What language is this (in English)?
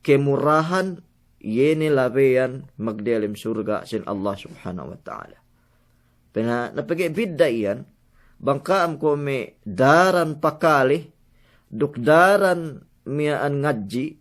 Yakan